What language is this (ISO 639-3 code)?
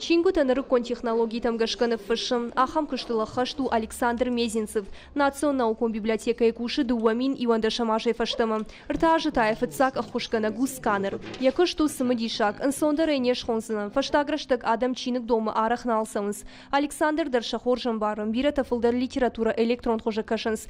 oss